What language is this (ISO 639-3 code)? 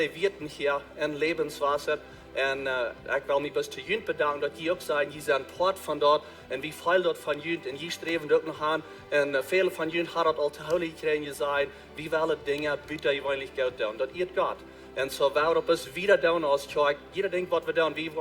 pdt